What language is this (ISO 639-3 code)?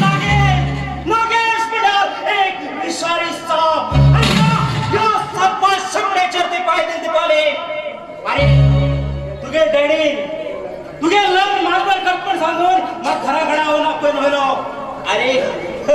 kok